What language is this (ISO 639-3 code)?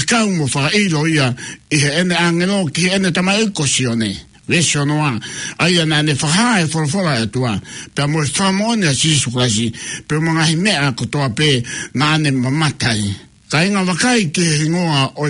ton